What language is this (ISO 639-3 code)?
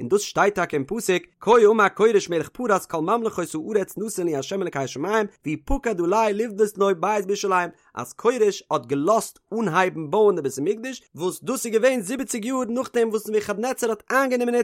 yid